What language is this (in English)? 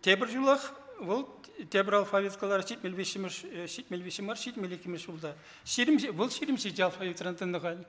Chuvash